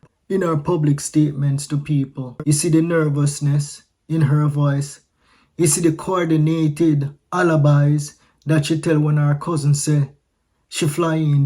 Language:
Jamaican Creole English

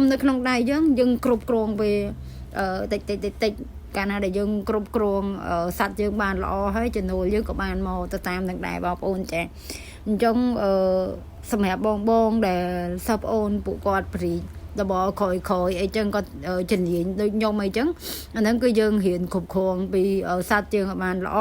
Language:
Khmer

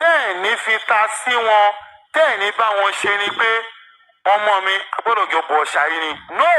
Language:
Yoruba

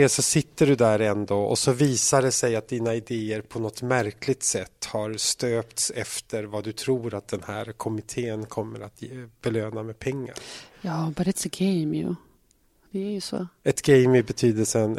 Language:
Swedish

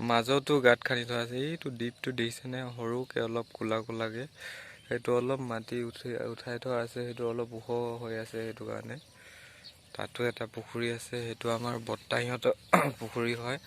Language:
Assamese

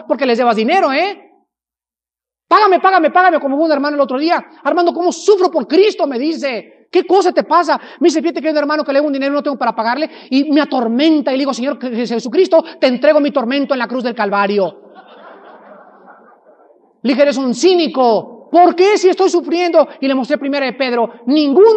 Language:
Spanish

